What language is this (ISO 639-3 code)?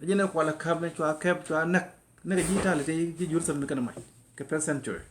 nus